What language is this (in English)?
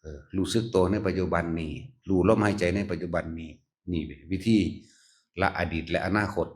Northeastern Thai